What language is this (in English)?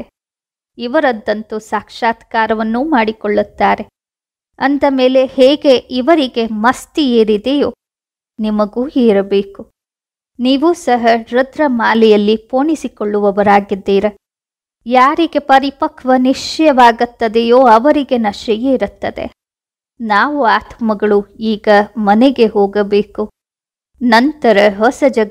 Kannada